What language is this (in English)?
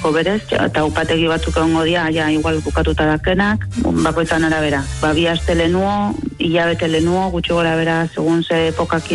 Basque